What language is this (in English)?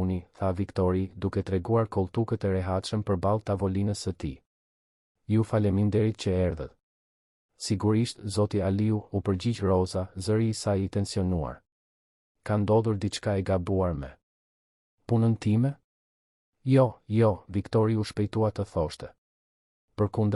Albanian